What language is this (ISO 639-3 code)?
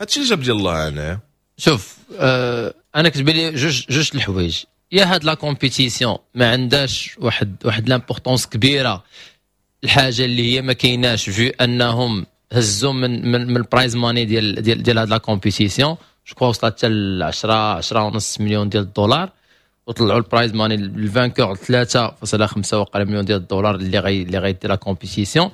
ary